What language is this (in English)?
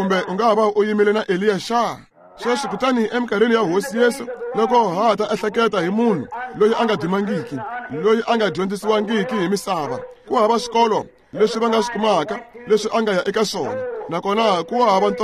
Tsonga